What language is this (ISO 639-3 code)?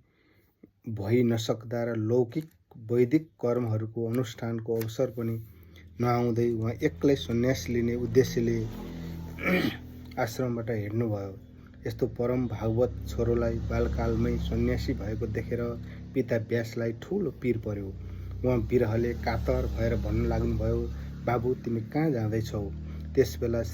nep